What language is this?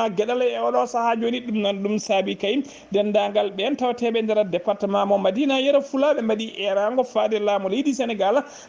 Fula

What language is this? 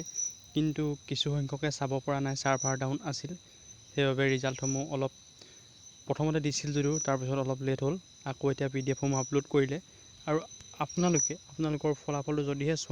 Assamese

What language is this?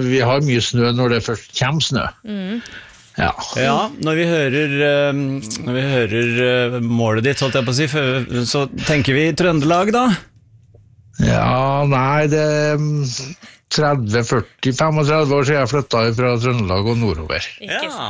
Norwegian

